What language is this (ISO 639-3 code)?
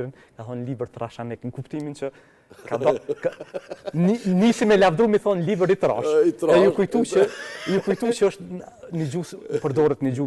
sqi